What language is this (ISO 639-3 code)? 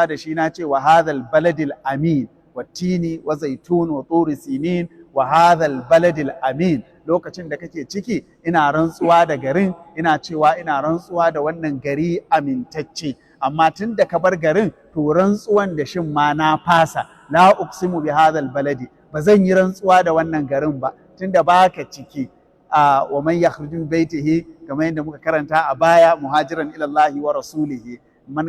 hau